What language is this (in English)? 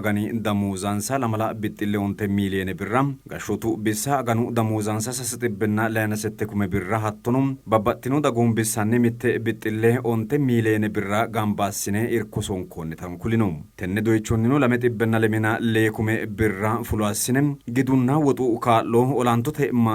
Sidamo